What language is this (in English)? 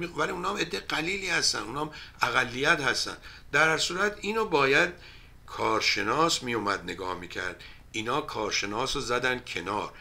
Persian